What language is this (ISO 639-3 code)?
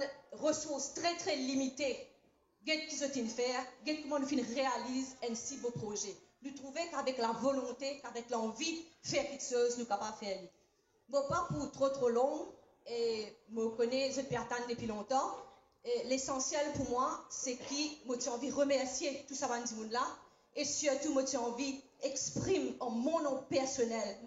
mfe